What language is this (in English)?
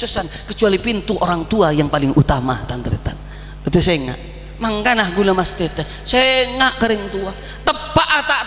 Madurese